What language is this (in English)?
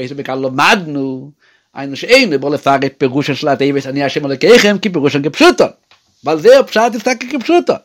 Yiddish